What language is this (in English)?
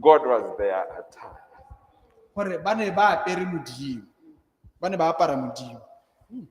Tswana